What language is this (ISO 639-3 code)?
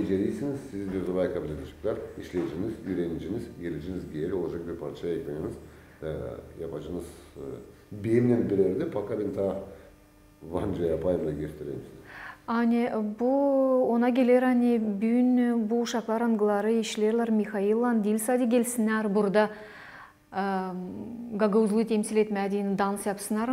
gag